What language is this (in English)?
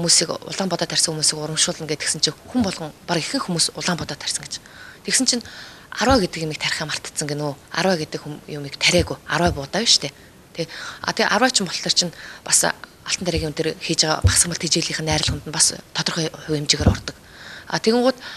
Mongolian